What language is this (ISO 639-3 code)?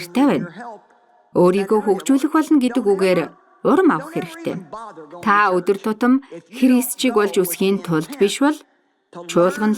mon